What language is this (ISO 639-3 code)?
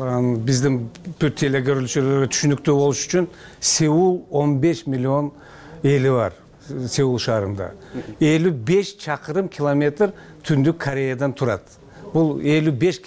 kir